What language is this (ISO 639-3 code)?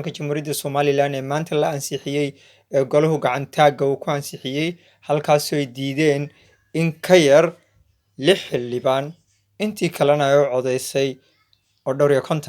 som